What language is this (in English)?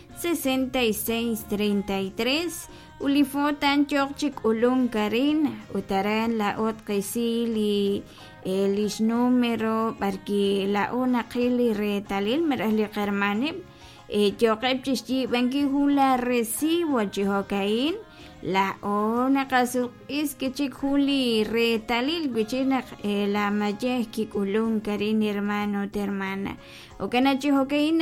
Kekchí